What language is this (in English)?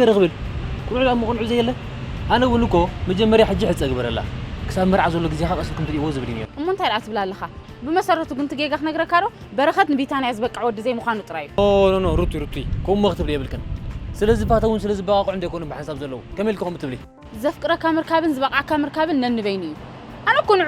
Tigrinya